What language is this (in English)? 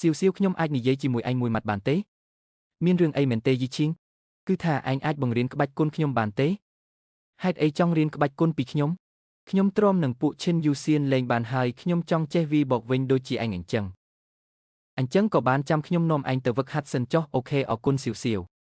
Khmer